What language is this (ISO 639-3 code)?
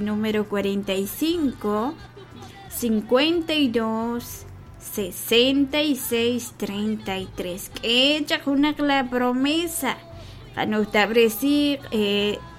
kek